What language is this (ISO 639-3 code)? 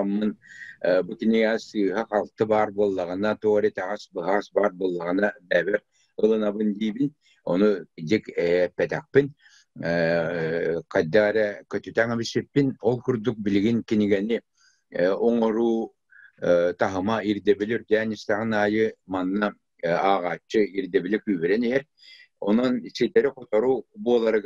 sah